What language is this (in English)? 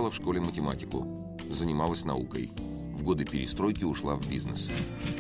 Russian